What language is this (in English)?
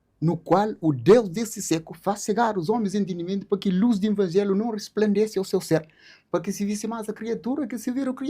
Kabuverdianu